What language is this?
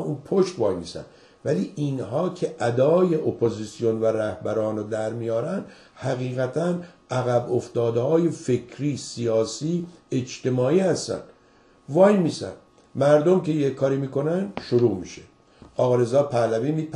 Persian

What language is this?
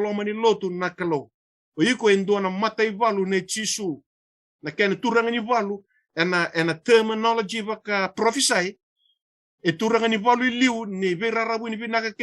Fijian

